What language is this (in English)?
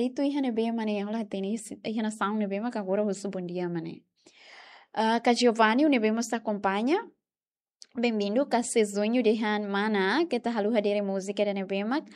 Tetum